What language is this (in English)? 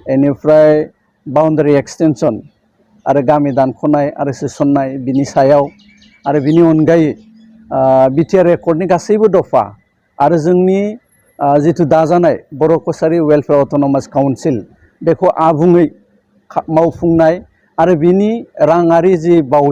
Bodo